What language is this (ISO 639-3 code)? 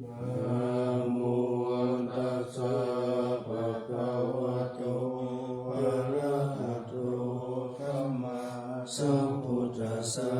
pli